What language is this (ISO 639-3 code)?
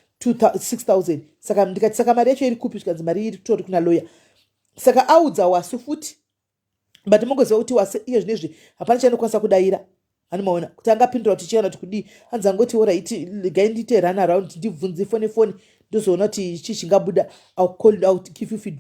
sna